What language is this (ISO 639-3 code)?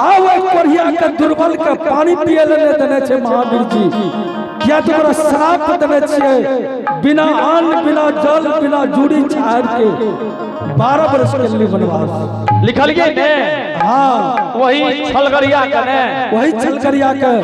anp